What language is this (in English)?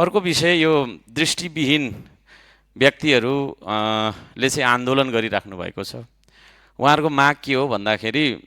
Nepali